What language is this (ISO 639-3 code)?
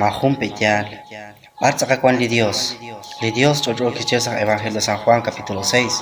kek